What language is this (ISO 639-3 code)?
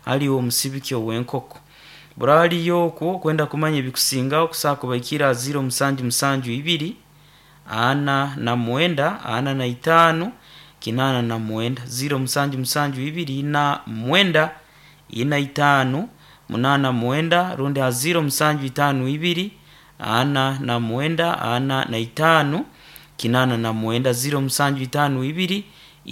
nyo